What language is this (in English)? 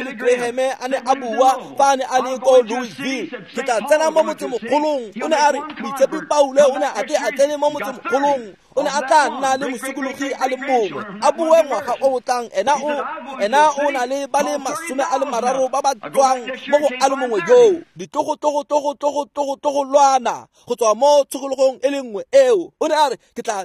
Tswana